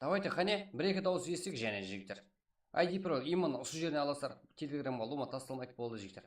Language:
Kara-Kalpak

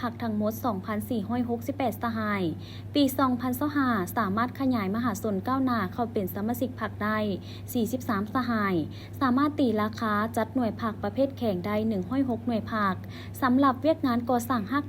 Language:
Lao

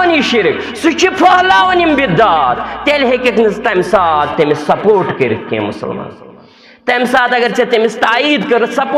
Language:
Kashmiri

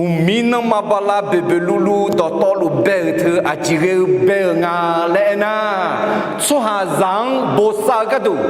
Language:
Akha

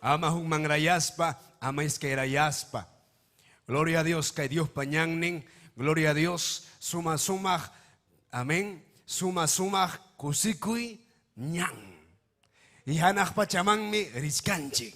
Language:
Ayacucho Quechua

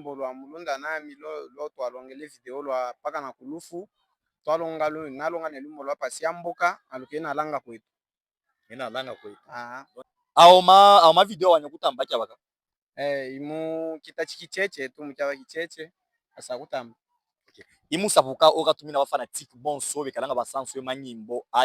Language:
Luba-Katanga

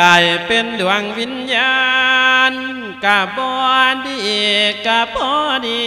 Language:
Lao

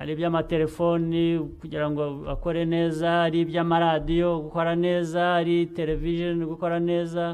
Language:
Kinyarwanda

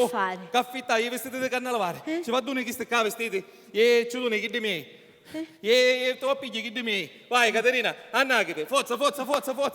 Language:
Sicilian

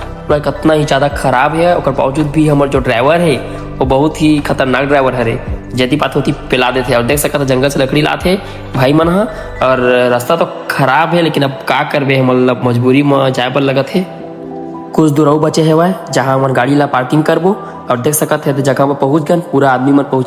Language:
Chhattisgarhi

